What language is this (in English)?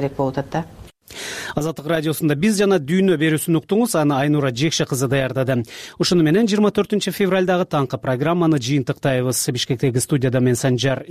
Kyrgyz